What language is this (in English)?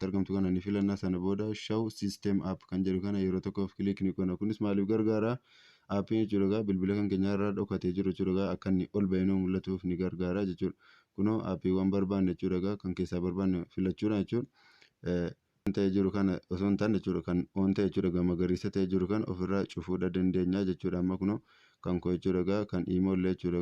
Oromo